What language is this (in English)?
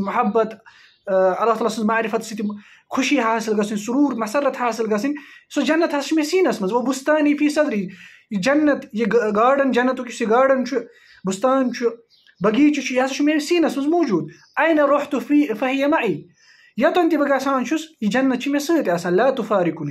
Kashmiri